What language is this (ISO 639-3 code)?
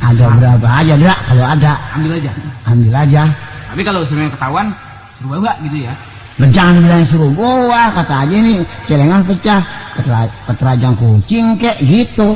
bew